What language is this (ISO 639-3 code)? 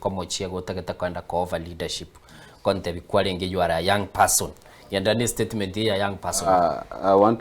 guz